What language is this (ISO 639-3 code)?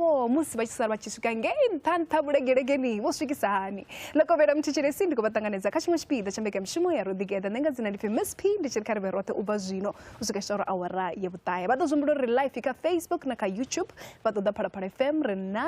ven